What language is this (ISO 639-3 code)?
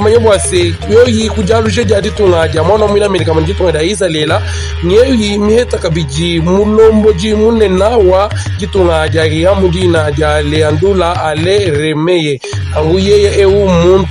lua